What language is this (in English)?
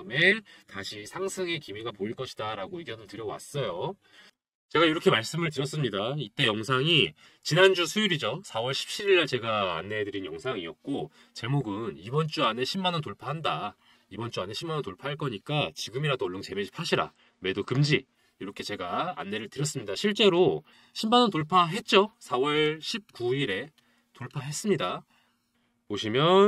Korean